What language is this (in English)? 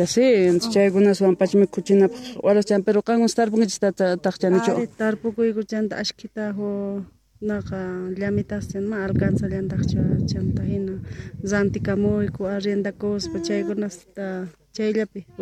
Quechua